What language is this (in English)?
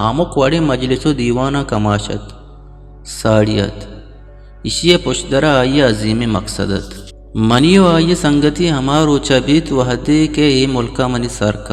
Eastern Balochi